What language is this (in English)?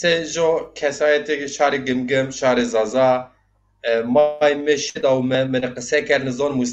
Zaza